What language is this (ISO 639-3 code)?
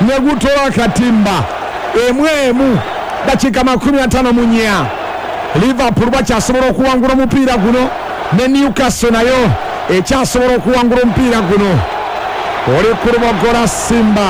lug